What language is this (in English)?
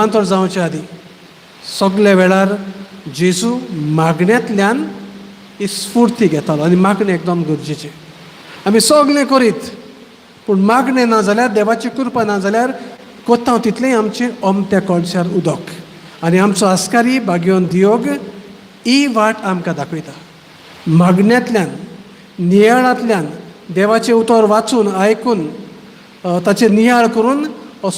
Konkani